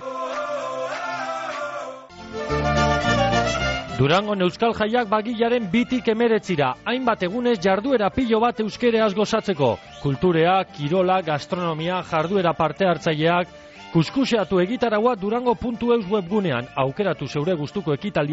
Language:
Basque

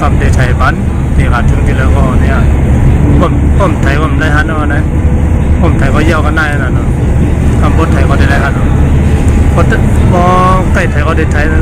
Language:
Shan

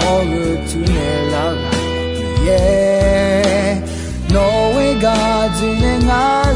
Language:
Akha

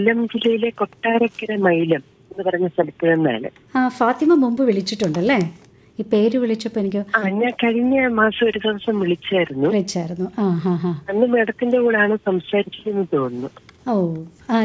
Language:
Malayalam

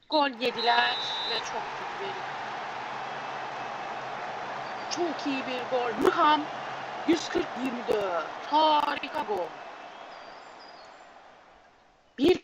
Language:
Turkish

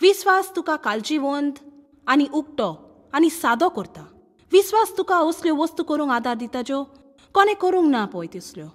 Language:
Konkani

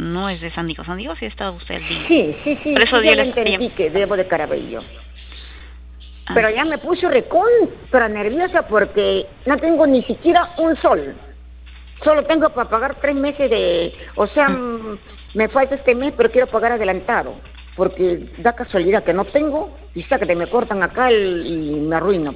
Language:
Spanish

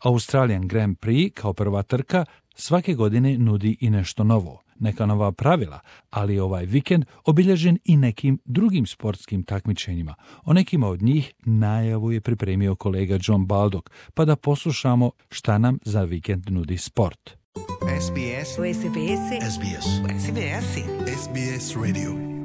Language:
Bosnian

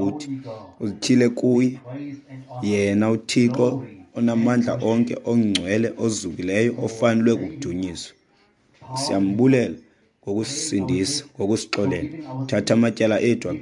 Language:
Xhosa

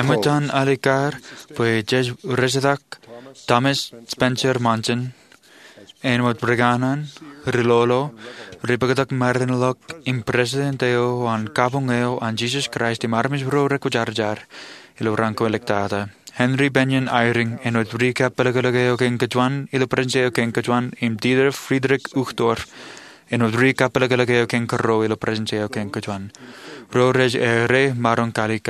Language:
Marshallese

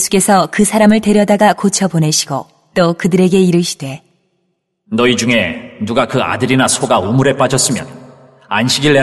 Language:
Korean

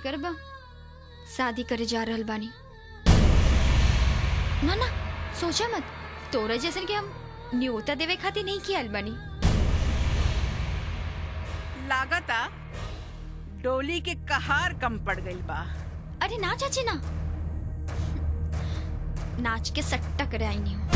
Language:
Bhojpuri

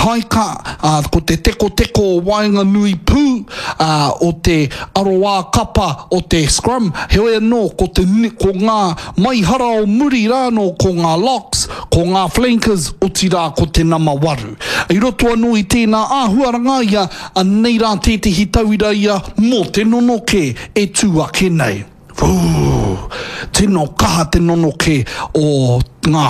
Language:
Māori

